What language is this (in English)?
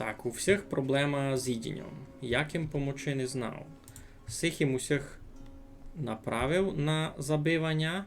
Rusyn